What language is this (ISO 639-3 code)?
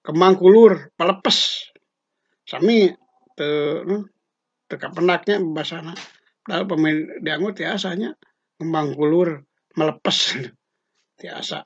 sun